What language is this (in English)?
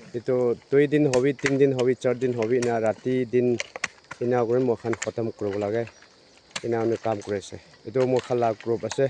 Naga Pidgin